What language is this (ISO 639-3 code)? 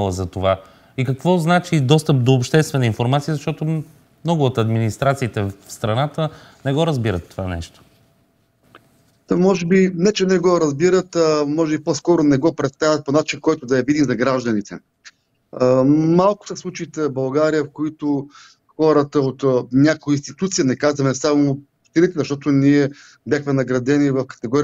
bul